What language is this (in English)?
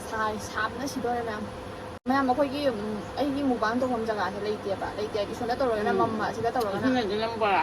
Manipuri